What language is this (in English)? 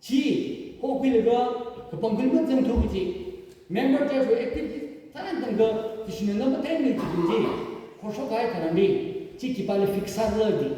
Tangkhul Naga (India)